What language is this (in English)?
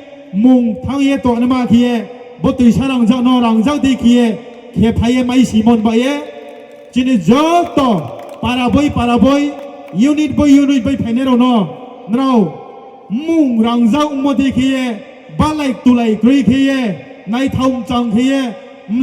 Riang (India)